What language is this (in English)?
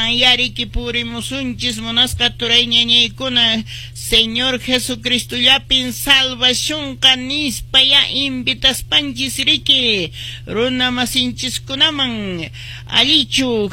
Quechua